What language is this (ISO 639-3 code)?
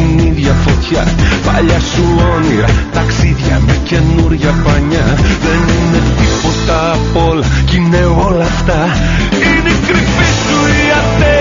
ell